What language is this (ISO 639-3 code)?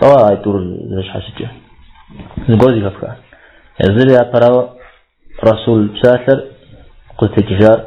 kbd